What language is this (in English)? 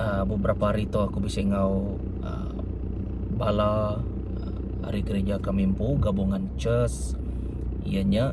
Iban